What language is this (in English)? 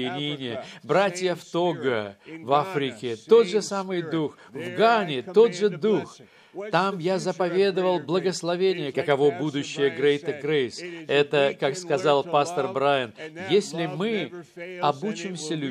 Russian